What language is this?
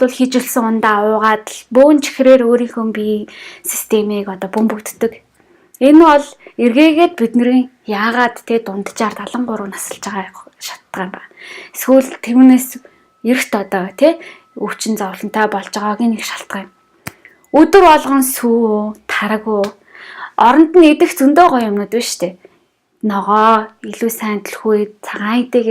Mongolian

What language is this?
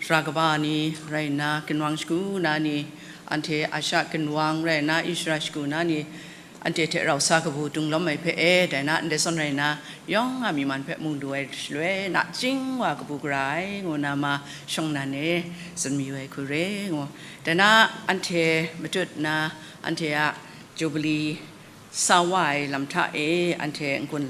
Kachin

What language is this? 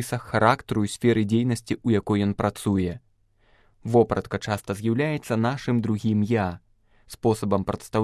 Belarusian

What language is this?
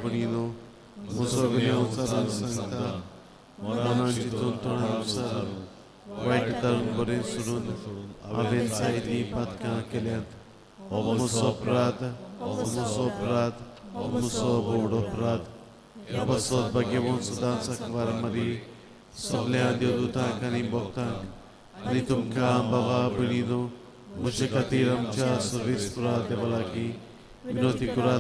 Konkani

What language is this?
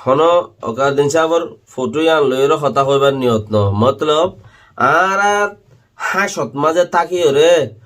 Rohingya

